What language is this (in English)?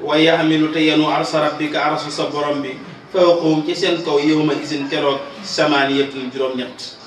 Wolof